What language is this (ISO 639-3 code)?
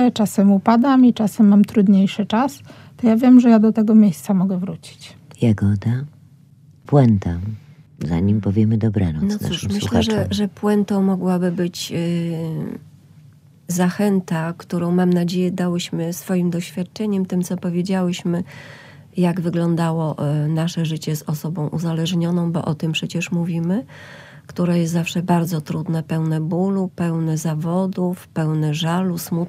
pol